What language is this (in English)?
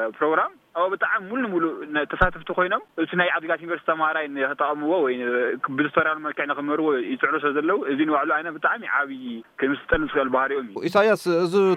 Tigrinya